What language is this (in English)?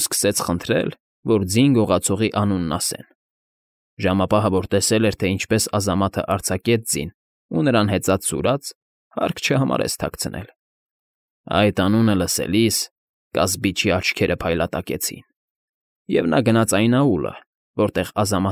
Armenian